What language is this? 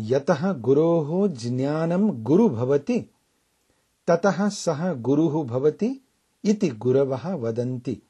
Sanskrit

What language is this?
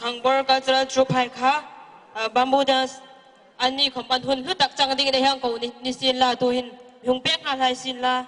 Hmar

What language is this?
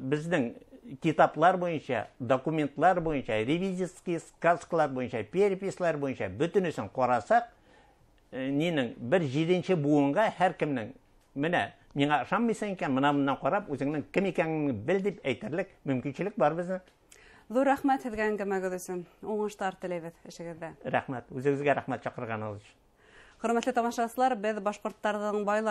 Bashkir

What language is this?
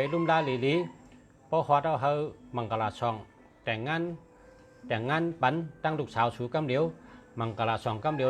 Shan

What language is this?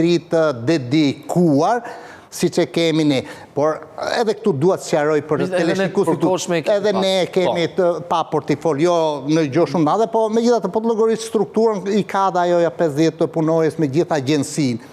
Albanian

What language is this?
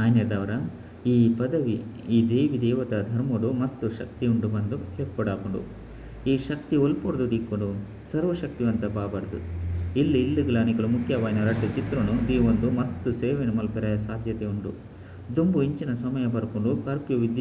Tulu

